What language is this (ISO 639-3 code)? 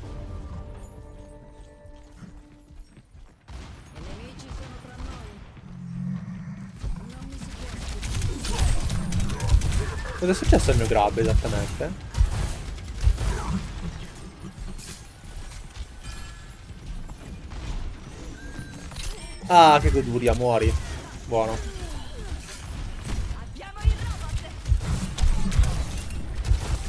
ita